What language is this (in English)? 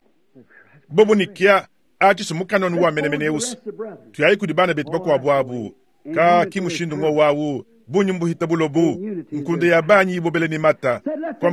Luba-Lulua